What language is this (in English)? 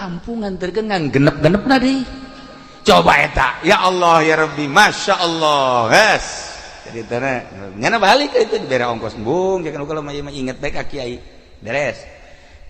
Sundanese